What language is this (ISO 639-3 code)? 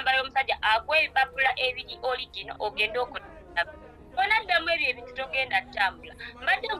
lug